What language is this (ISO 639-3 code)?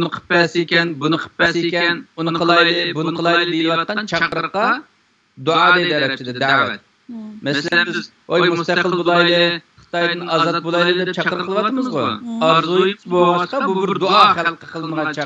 uig